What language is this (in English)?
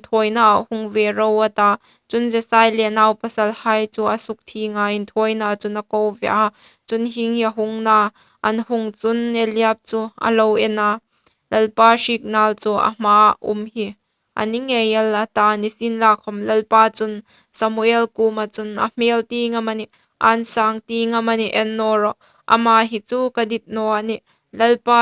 Hmar